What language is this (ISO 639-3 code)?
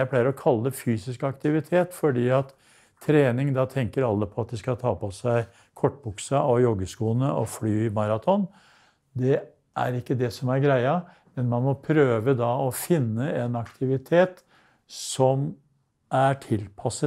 nor